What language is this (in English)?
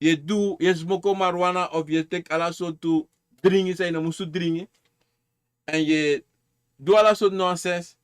Sranan Tongo